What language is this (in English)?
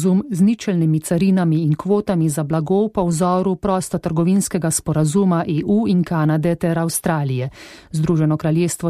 Slovenian